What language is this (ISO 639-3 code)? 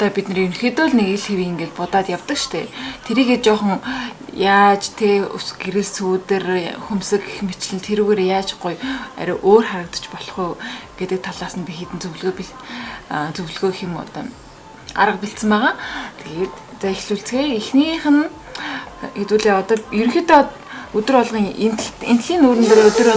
mon